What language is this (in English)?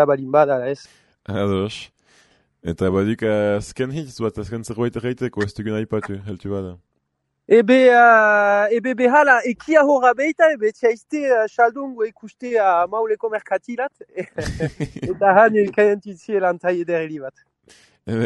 Basque